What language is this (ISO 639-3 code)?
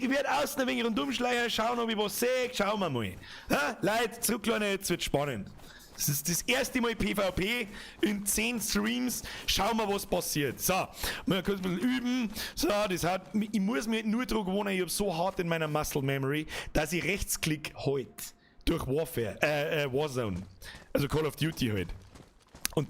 bar